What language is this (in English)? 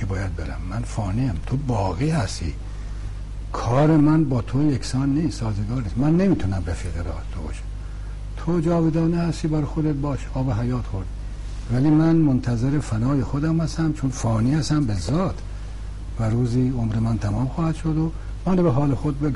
Persian